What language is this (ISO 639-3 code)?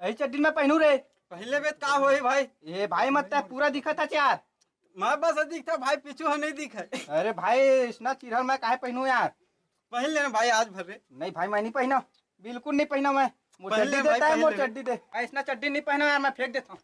hne